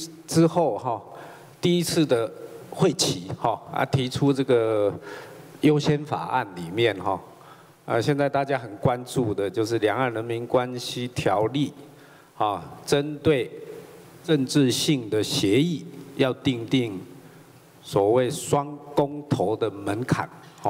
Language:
Chinese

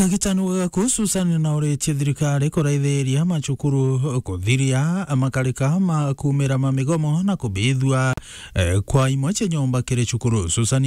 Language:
Meru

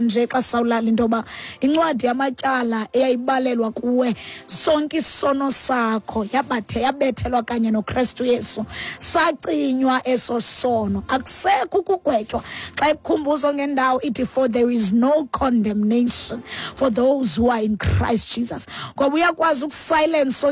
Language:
Xhosa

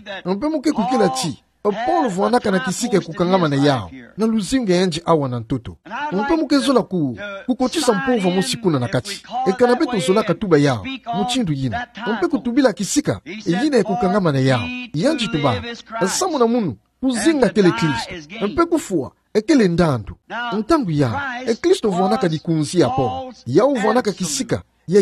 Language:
Kituba (Democratic Republic of Congo)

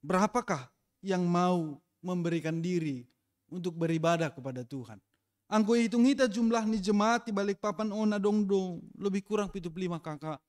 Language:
Batak Simalungun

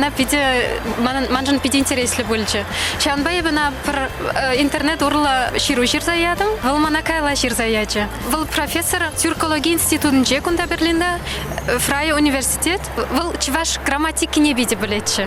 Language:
Chuvash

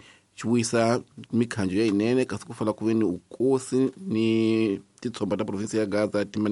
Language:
Tsonga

